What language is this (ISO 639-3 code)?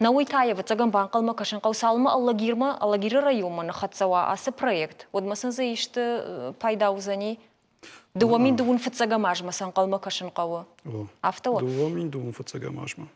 oss